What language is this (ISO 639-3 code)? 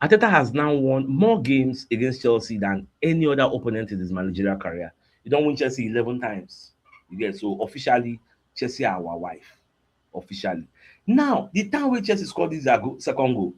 pcm